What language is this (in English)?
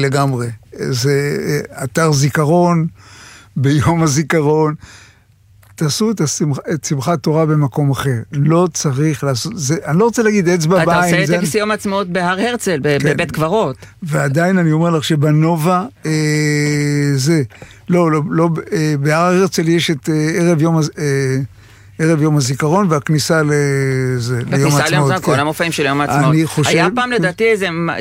Hebrew